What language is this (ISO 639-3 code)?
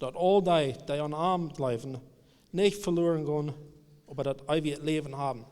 pdt